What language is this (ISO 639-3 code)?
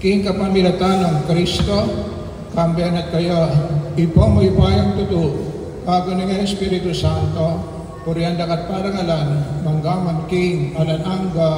pam